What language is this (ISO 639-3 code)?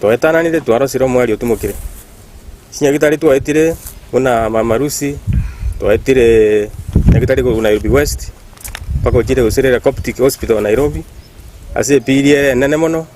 guz